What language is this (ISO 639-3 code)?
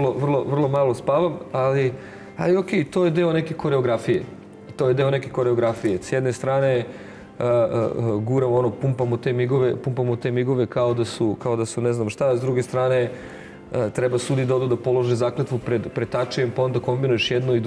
srp